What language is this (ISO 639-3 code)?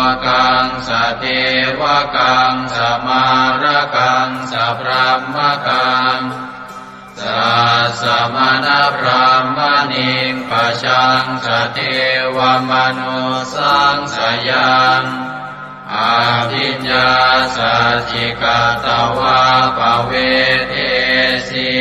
pli